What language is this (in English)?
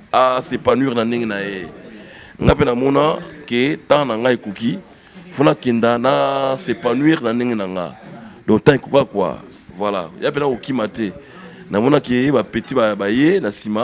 Lingala